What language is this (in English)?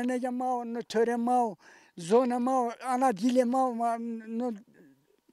Zaza